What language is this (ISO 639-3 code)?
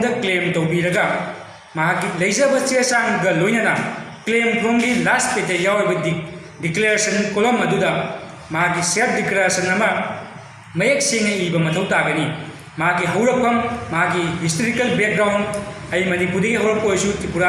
mni